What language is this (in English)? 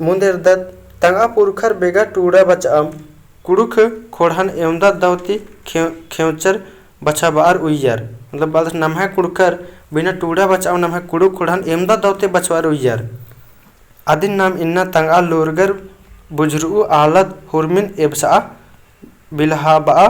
Kurukh